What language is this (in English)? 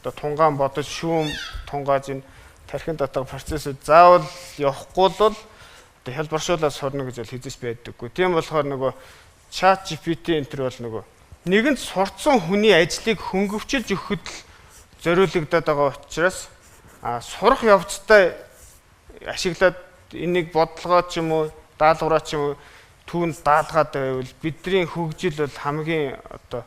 Mongolian